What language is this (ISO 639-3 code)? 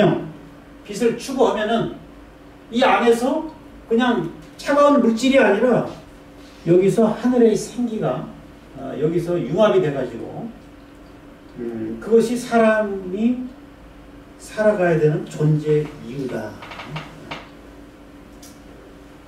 kor